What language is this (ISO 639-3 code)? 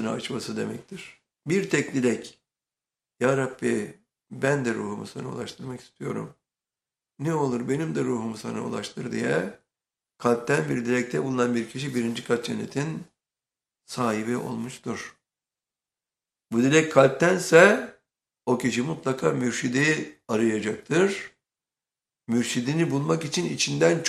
tur